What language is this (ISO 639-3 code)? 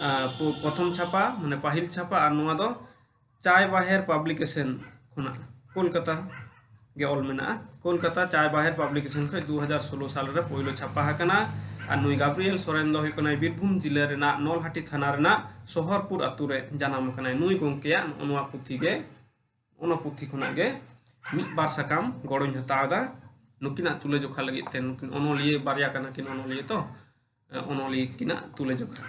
sat